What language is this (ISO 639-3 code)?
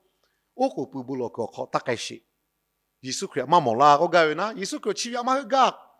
lhu